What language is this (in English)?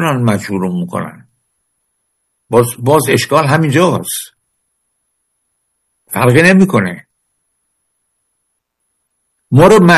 Persian